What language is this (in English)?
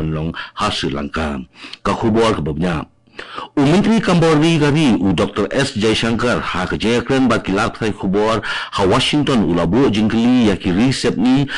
Khasi